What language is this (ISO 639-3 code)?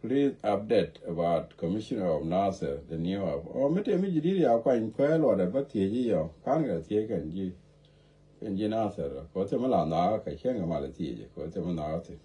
nus